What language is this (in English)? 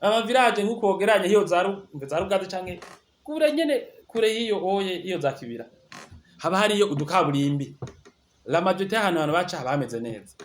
Rundi